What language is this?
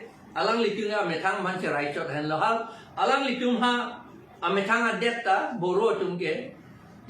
Karbi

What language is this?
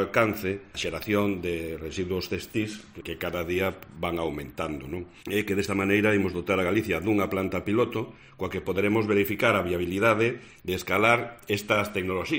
Galician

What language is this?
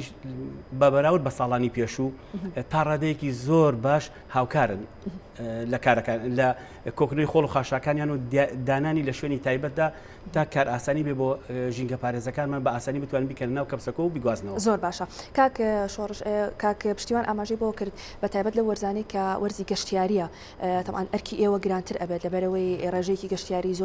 Central Kurdish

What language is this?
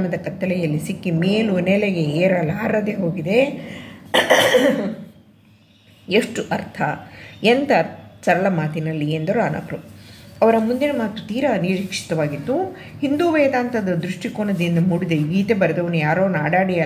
Kannada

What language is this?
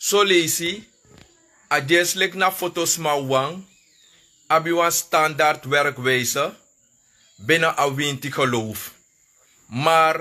Sranan Tongo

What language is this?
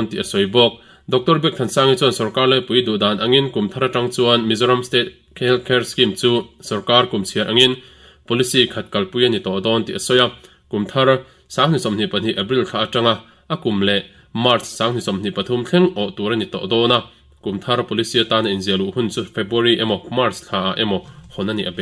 Mizo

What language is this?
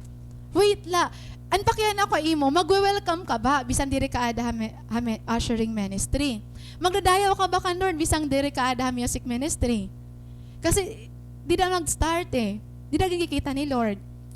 Waray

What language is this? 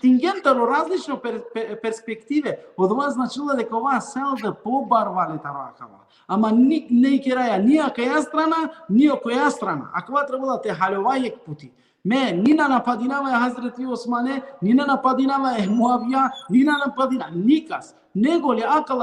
Balkan Romani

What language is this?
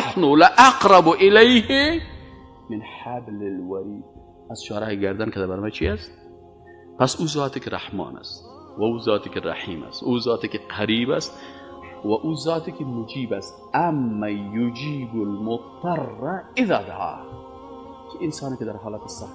Persian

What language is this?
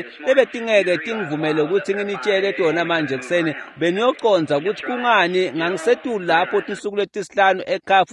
Swati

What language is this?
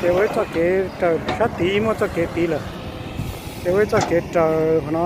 Hmong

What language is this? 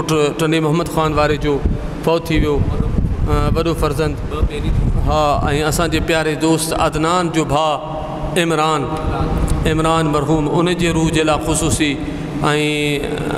Sindhi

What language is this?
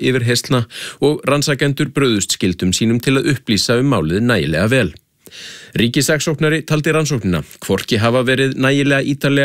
Icelandic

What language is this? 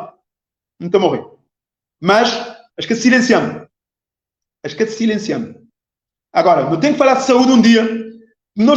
Kabuverdianu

